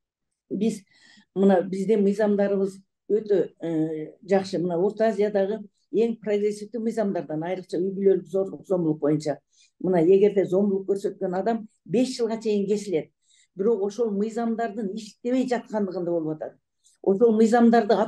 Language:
Kyrgyz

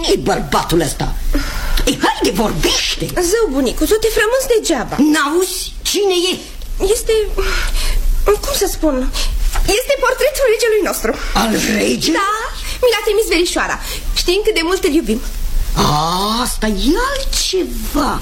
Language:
Romanian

